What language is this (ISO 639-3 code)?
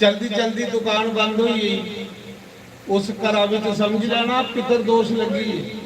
doi